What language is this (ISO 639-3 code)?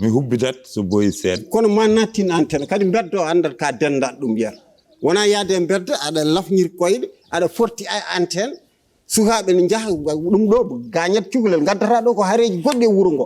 ful